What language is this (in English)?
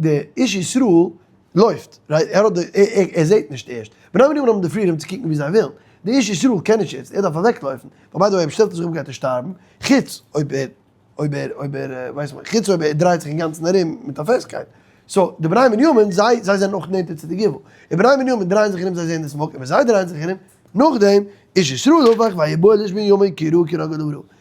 Yiddish